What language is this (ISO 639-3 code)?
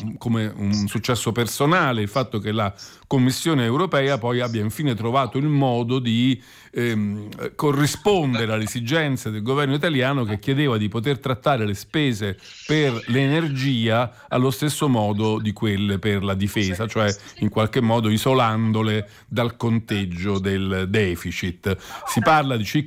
ita